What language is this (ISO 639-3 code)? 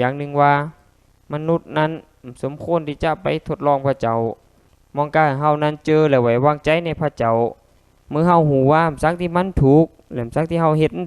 lao